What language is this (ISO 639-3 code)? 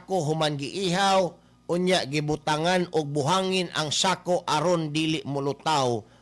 ceb